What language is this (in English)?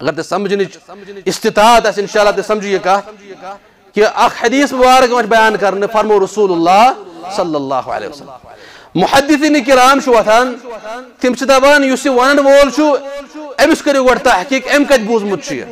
Kashmiri